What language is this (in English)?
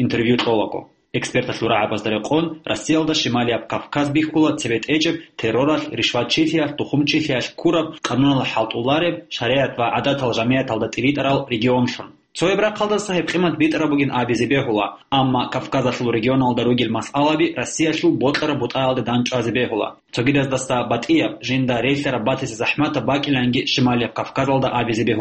Avaric